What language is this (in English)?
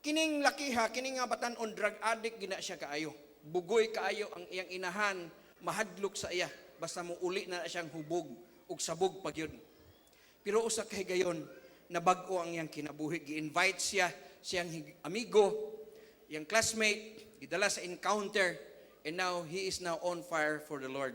Cebuano